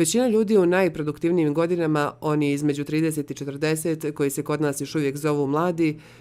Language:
Bosnian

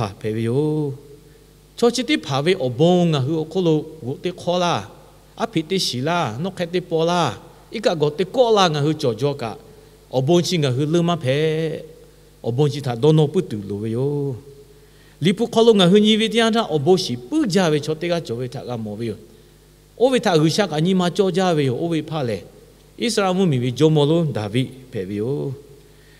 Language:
Lahu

